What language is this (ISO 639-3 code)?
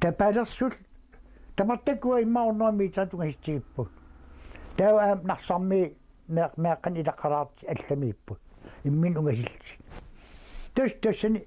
kal